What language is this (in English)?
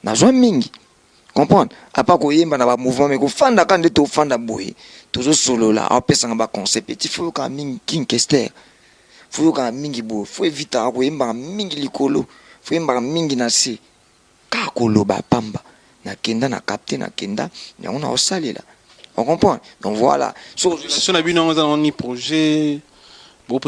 Lingala